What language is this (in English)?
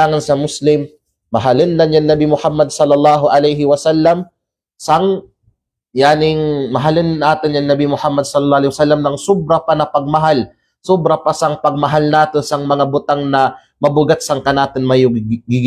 Kalagan